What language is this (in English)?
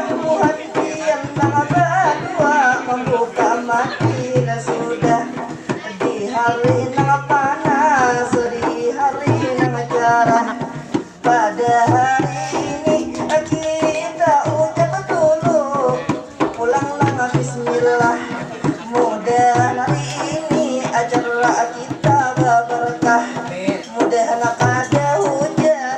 Banjar